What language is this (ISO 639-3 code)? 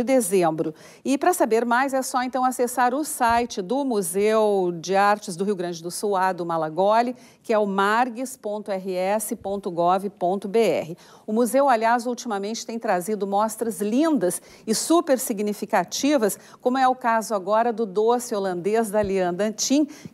por